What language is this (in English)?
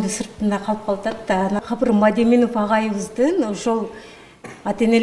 Kyrgyz